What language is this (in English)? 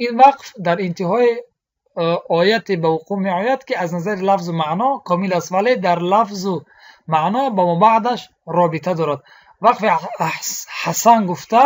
Tajik